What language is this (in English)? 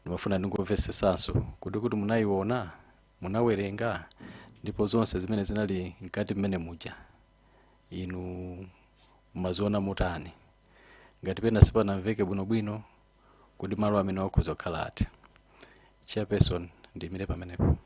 Nyanja